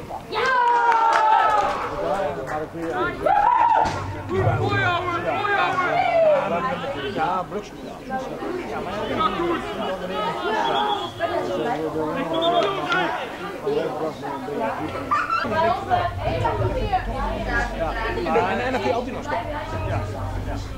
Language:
Dutch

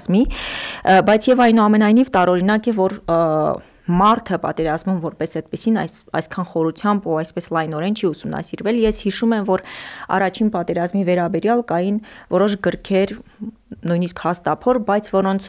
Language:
Armenian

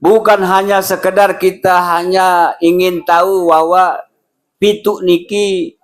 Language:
Sasak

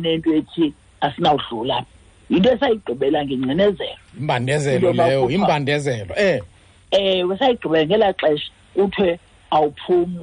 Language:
Xhosa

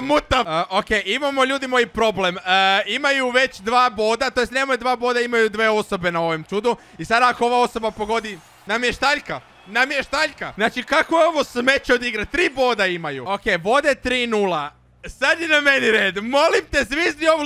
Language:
Croatian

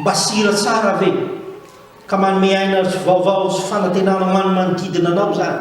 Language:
Malagasy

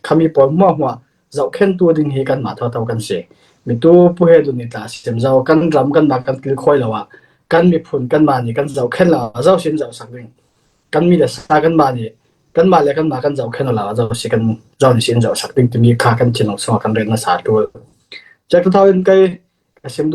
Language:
Falam Chin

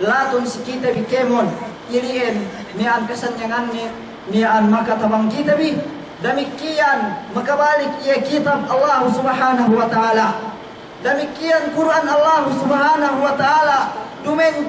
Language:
Yakan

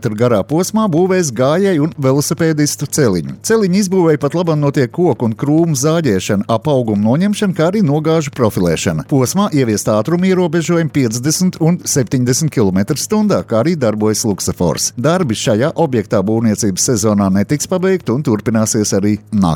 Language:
Latvian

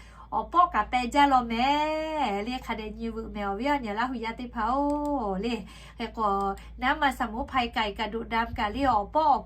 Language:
Lahu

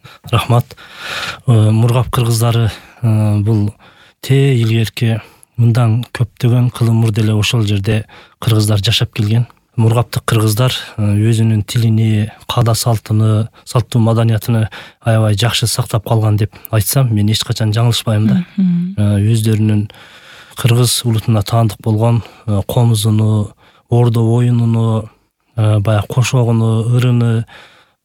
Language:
Kyrgyz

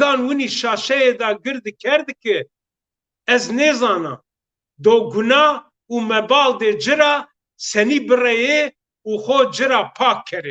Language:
Zaza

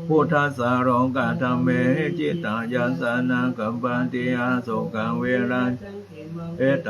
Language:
Pali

